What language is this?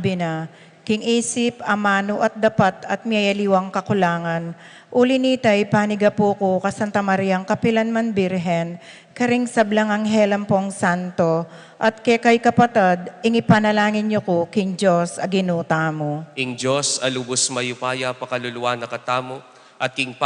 Pampanga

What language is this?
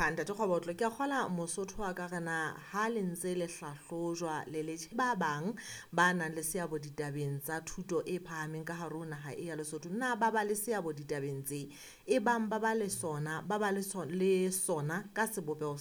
Southern Sotho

